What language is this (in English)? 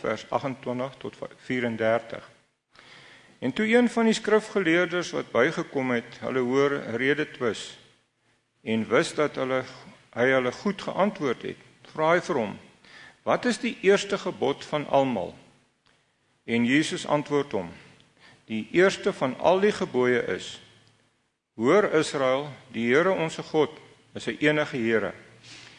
Afrikaans